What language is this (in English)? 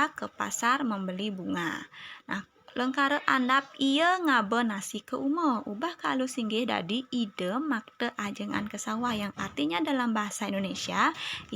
Balinese